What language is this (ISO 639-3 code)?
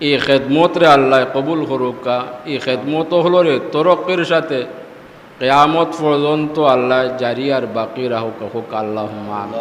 syl